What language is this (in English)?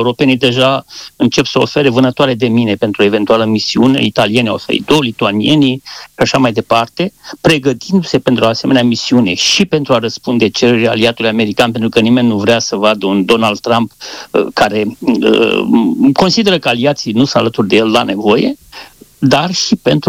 Romanian